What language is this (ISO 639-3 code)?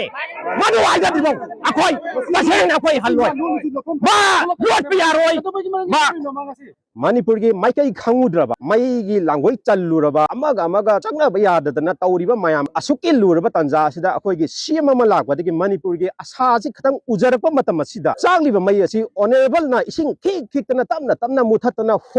mni